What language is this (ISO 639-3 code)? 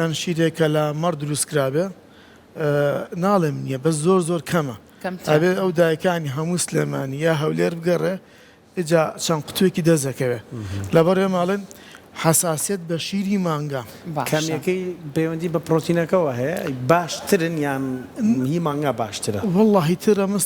ckb